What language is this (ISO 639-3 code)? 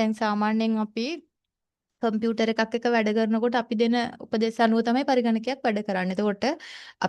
sin